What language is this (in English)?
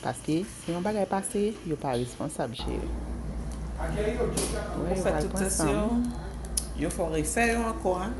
Haitian Creole